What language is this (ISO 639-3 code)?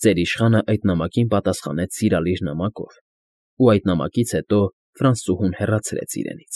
hye